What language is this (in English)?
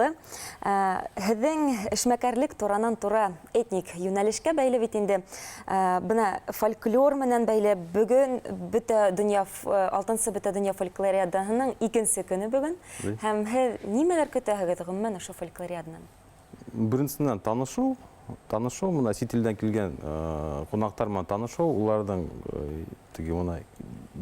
Bashkir